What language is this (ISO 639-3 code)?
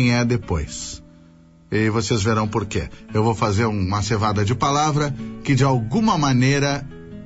por